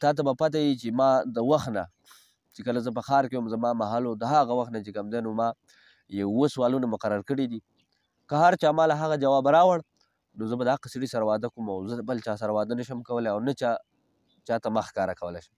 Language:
Pashto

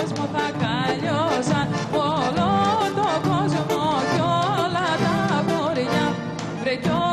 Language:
Greek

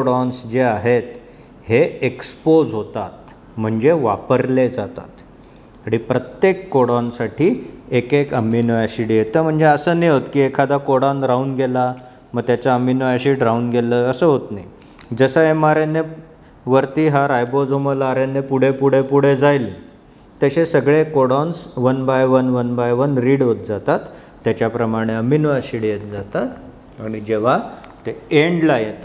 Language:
Marathi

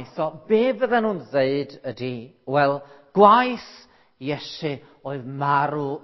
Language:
Welsh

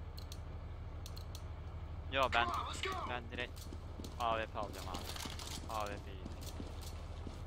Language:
Turkish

